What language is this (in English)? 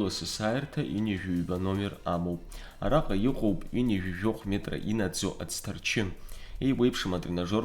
Abkhazian